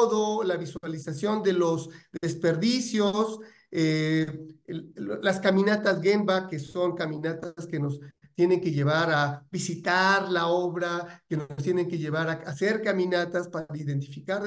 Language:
Spanish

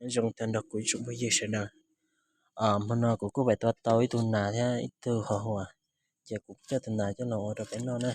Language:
Hmong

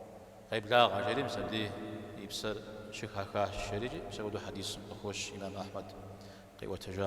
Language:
Kabardian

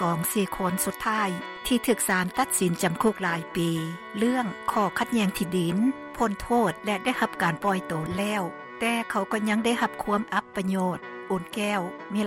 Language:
Lao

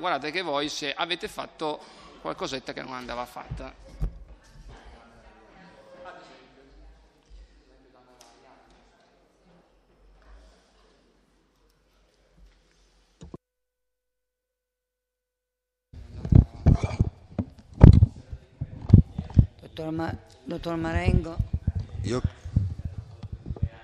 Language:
Italian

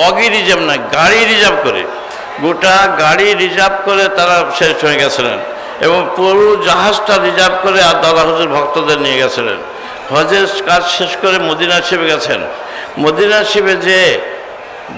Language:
Bangla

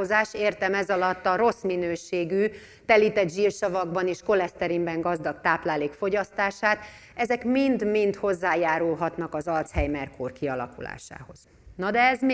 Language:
Hungarian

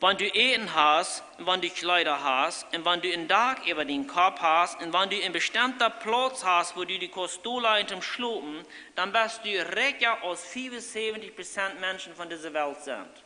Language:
Plautdietsch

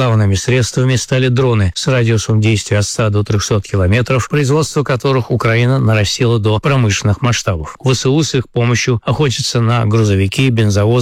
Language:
Russian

